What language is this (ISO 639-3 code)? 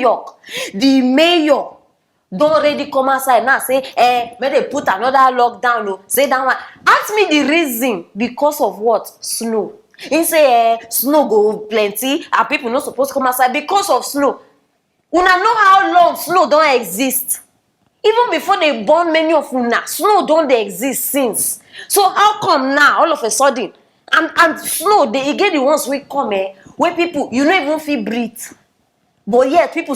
pcm